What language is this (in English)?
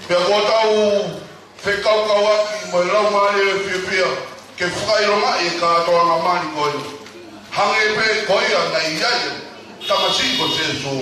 Tongan